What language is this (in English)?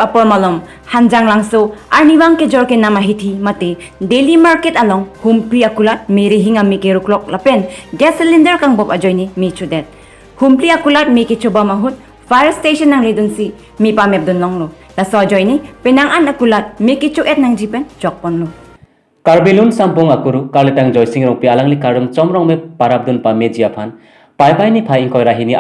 Karbi